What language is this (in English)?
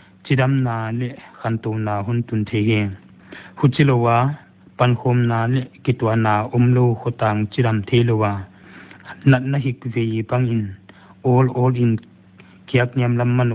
Paite Chin